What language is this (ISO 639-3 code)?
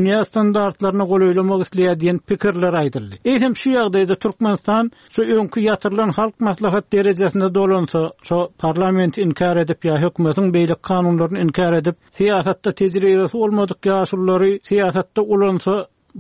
tuk